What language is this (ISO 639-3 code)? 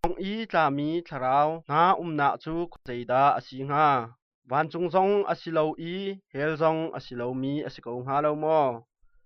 cnh